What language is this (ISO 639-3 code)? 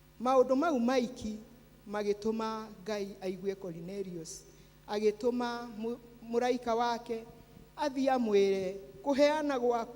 kik